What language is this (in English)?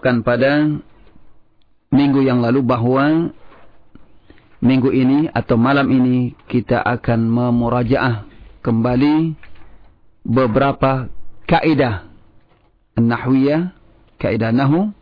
Indonesian